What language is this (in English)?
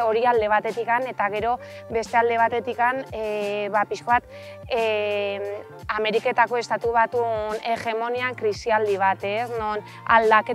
Basque